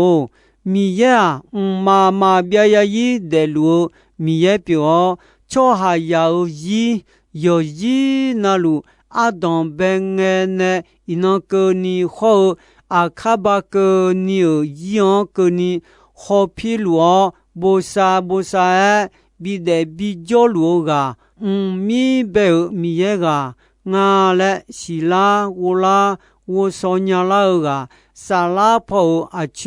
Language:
Akha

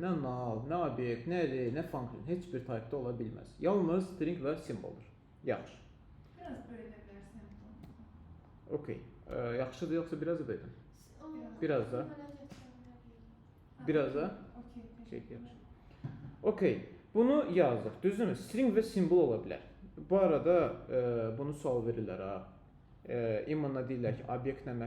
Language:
Azerbaijani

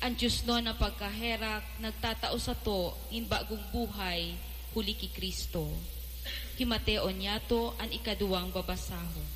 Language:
Bikol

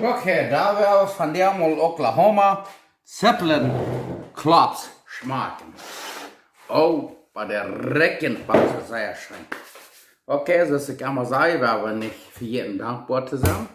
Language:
Plautdietsch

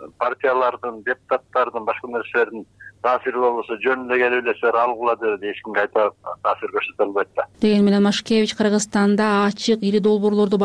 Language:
Kyrgyz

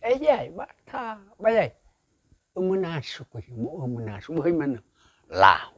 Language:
Nias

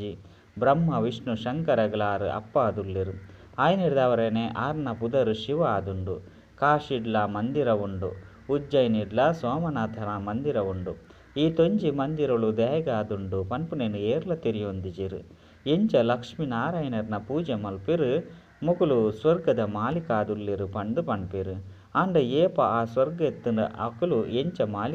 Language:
Tulu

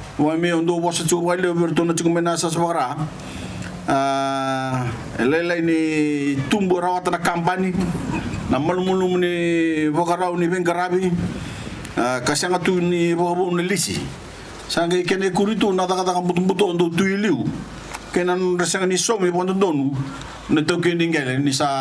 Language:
Fijian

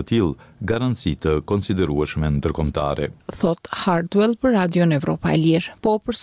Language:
Albanian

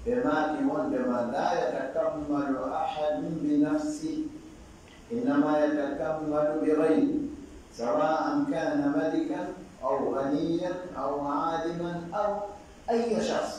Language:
Fula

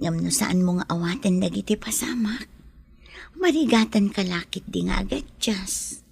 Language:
Iloko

